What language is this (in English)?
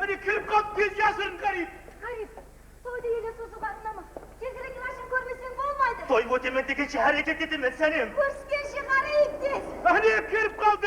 Kara-Kalpak